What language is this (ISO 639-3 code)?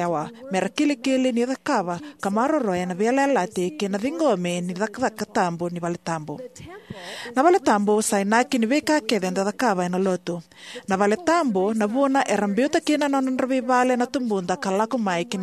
fij